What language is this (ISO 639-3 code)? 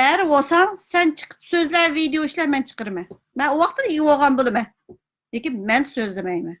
uig